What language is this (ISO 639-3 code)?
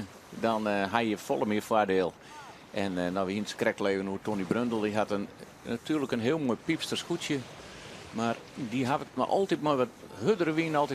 fry